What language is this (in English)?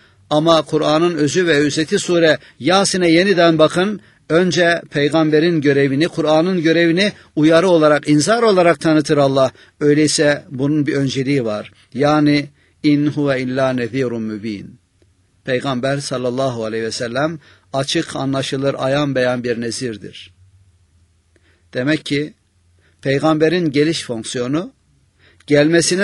Turkish